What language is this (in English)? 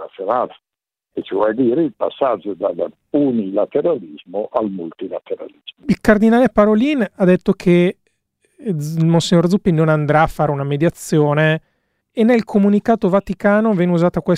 Italian